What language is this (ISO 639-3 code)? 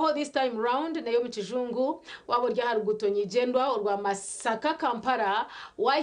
nyn